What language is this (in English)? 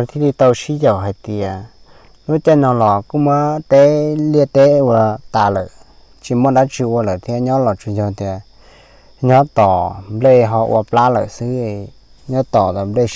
Hmong